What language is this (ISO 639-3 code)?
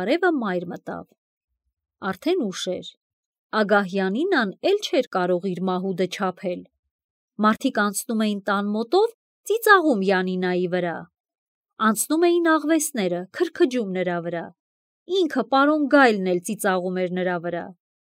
hye